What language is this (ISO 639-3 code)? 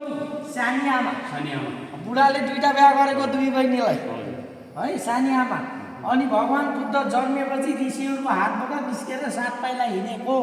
nep